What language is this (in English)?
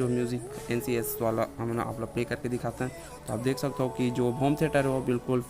Chhattisgarhi